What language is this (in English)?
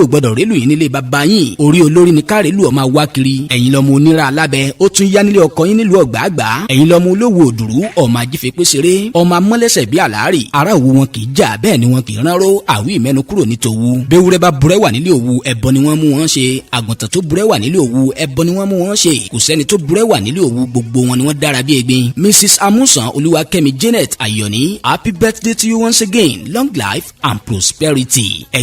Yoruba